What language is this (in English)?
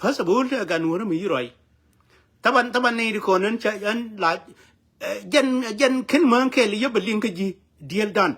Nuer